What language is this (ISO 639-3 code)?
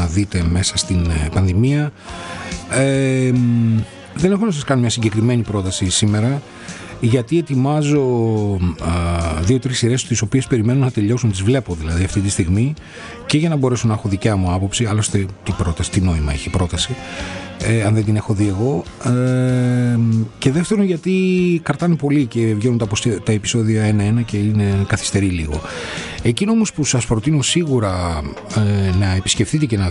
ell